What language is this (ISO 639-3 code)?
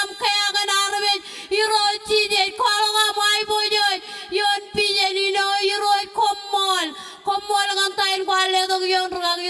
mah